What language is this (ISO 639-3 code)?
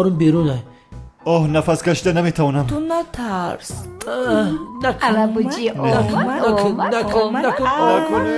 tgk